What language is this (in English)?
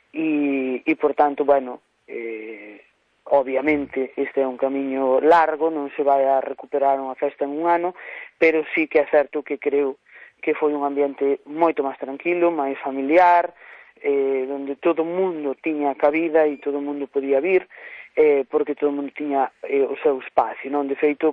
Galician